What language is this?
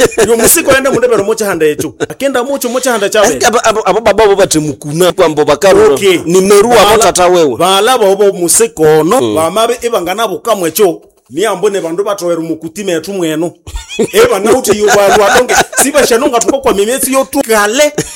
Nande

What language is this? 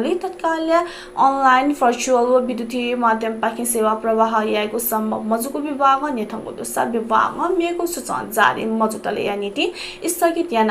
Newari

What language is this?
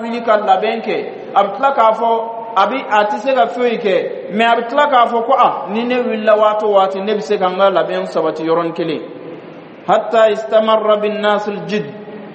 Bambara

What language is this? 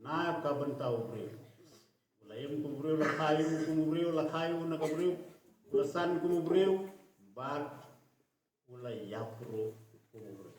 Khasi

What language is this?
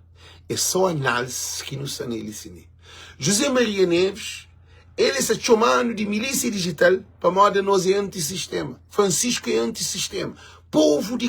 Kabuverdianu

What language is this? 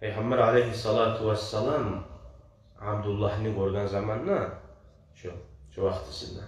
Kumyk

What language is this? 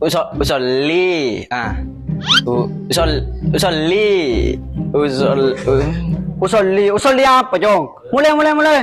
Madurese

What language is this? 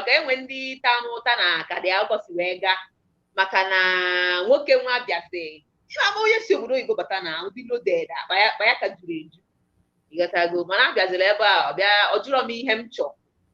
Igbo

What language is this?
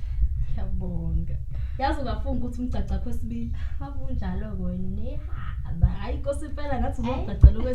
Zulu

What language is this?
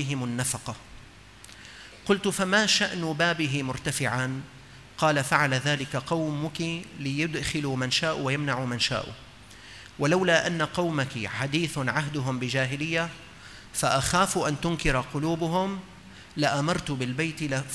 Arabic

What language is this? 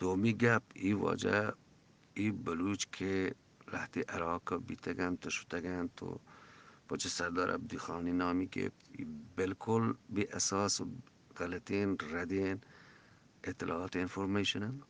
Eastern Balochi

